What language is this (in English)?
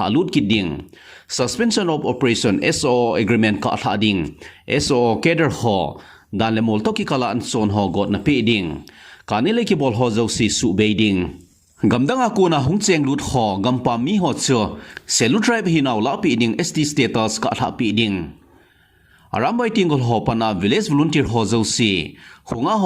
Thado Chin